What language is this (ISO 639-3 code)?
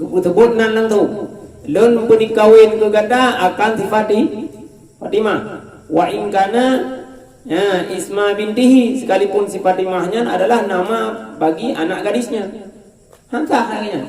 ace